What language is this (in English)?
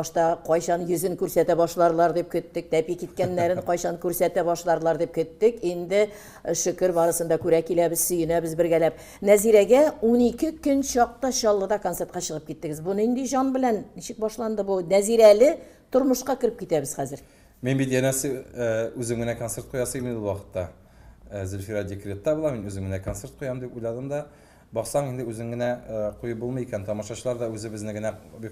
Tatar